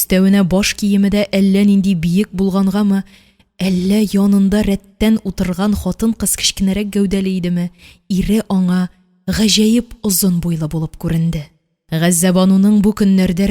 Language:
Tatar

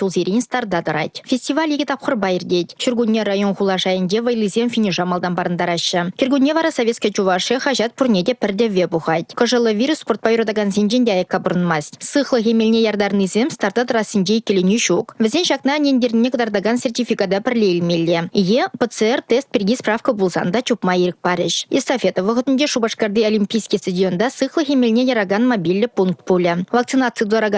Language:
Chuvash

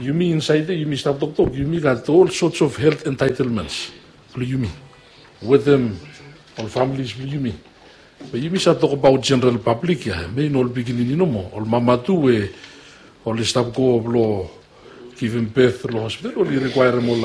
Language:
Bislama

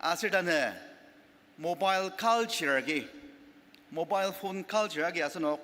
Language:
Ao Naga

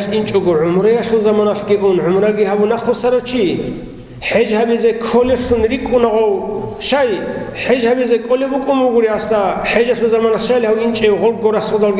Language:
Avaric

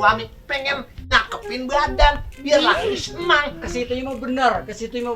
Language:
Betawi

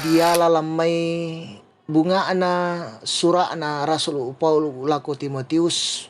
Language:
Toraja-Sa'dan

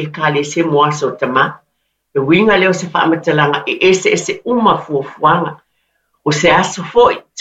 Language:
Samoan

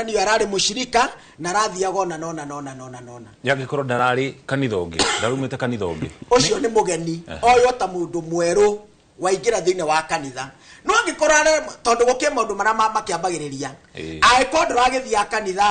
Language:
Kikuyu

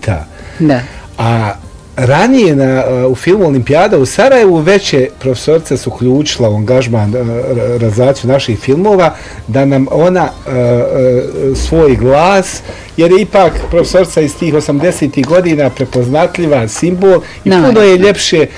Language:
Bosnian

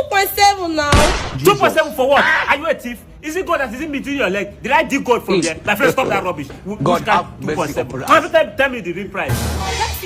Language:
Nigerian Pidgin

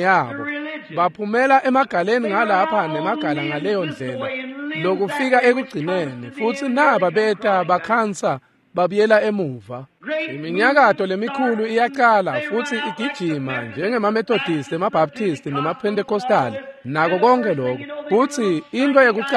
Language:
Swati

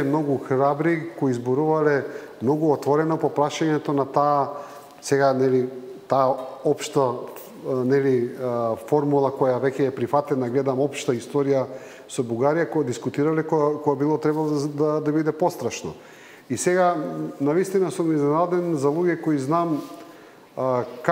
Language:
Macedonian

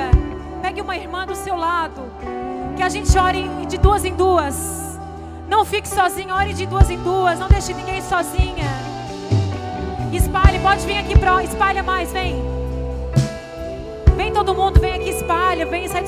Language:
Portuguese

